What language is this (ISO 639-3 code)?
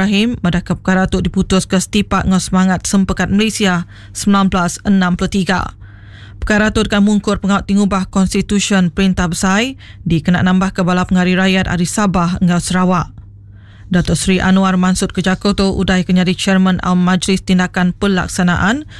iba